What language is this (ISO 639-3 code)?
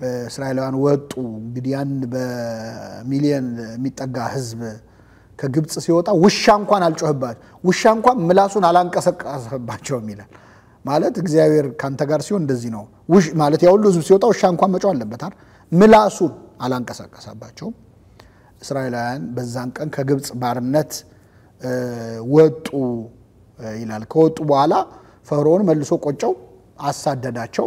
amh